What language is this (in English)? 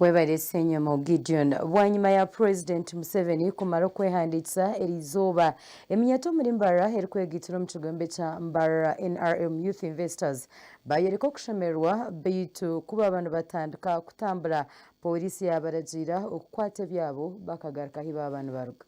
Nyankole